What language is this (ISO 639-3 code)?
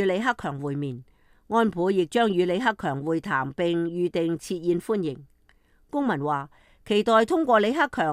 yue